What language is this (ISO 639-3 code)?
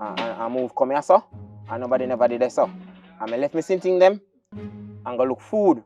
jam